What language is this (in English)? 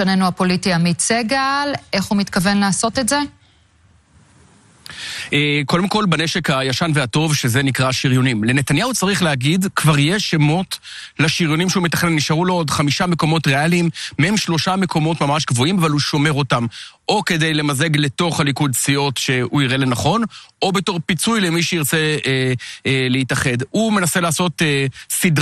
Hebrew